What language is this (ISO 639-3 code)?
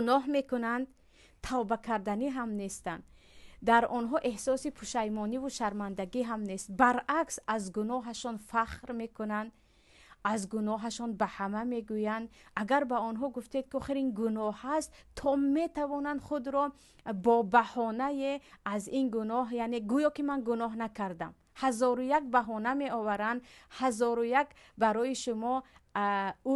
tgk